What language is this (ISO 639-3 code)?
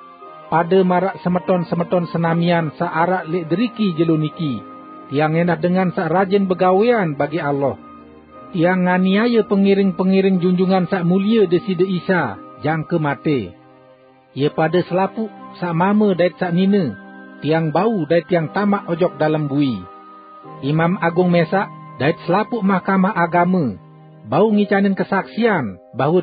sas